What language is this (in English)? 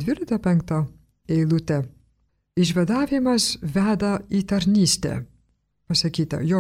Lithuanian